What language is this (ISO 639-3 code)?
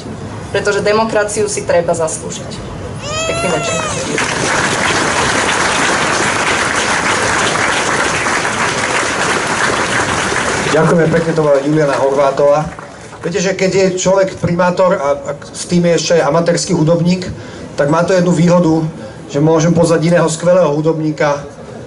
slk